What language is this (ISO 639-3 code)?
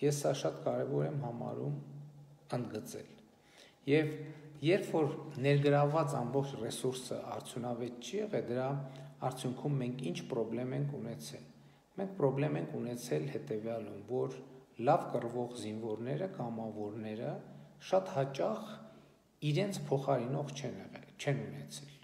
hye